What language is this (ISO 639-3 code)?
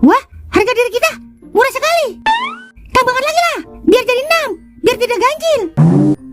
bew